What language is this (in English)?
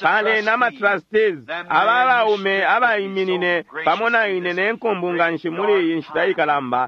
Bemba